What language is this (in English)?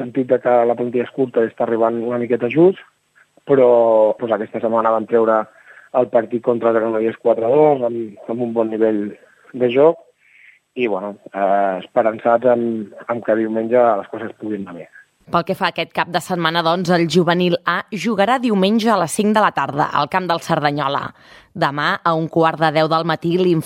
Catalan